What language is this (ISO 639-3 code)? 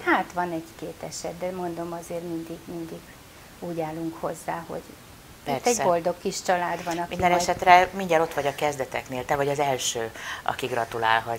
hun